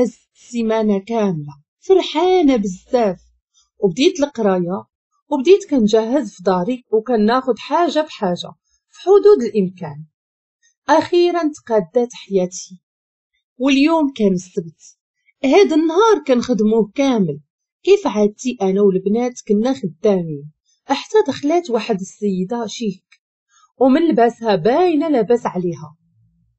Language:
Moroccan Arabic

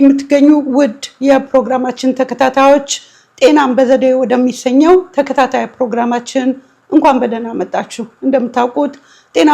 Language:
Amharic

